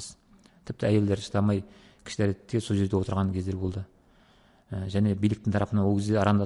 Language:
Kazakh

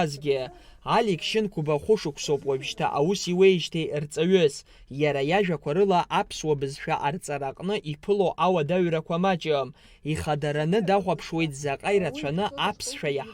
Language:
Abkhazian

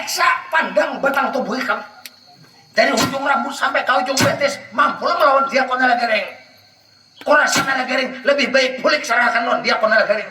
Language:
Banjar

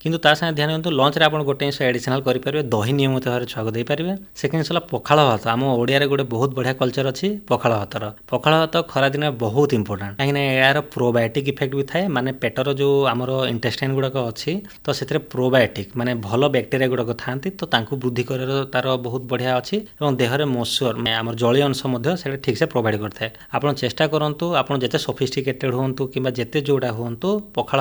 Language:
Odia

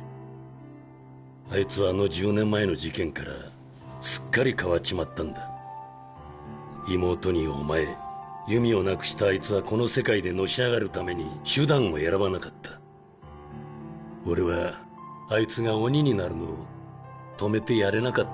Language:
Japanese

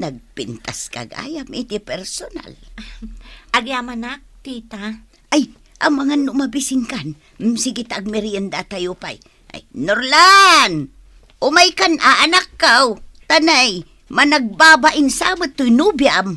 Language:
Iloko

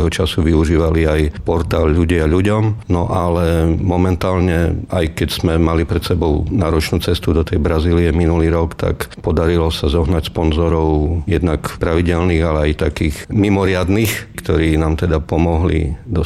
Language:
Slovak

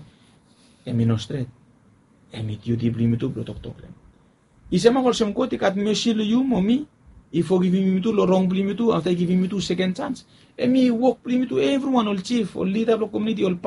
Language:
Bislama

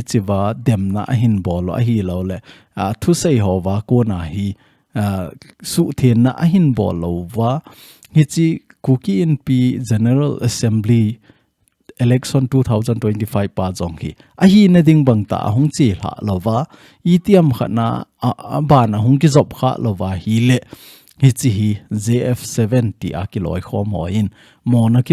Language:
Thado Chin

